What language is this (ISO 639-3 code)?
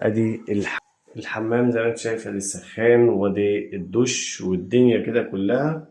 arz